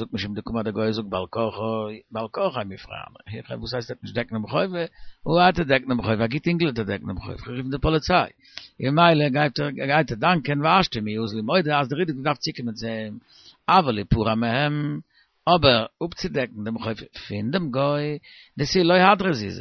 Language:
Yiddish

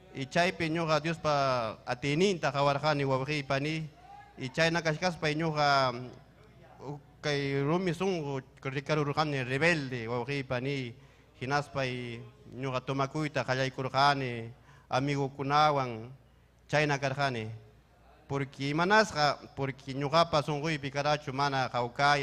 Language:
Ayacucho Quechua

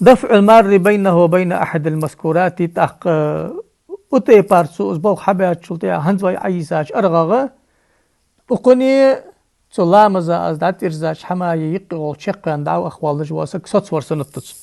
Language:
Ingush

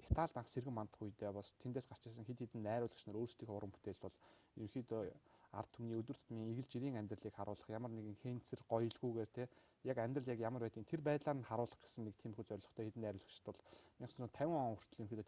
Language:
Mongolian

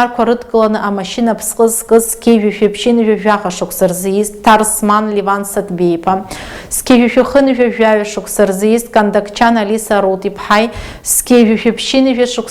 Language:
Abkhazian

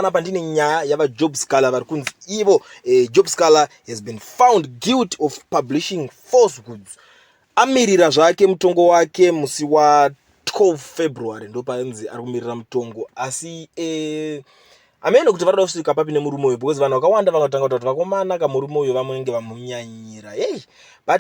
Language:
Shona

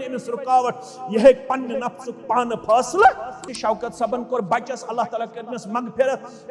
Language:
Kashmiri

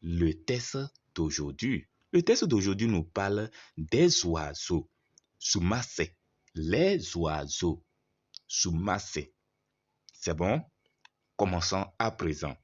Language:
Kabiyè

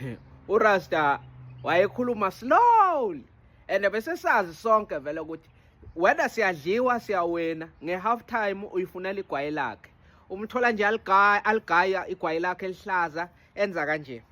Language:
Zulu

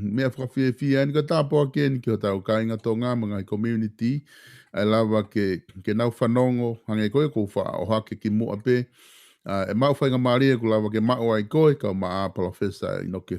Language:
Tongan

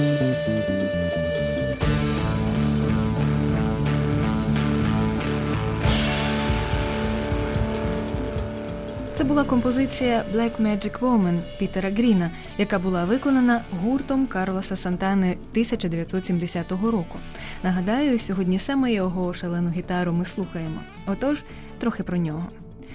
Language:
Ukrainian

